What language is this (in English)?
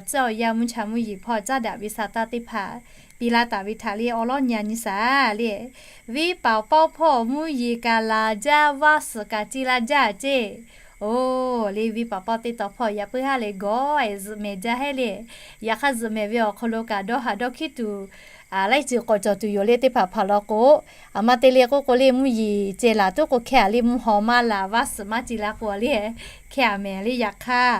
Lahu